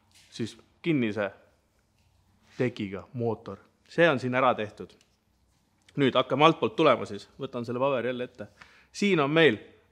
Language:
Estonian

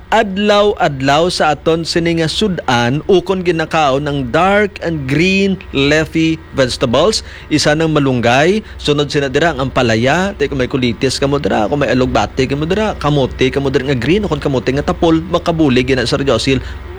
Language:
Hiligaynon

